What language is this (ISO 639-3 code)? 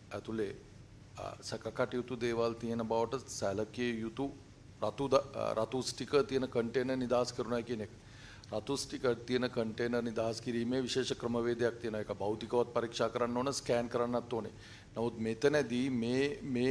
sin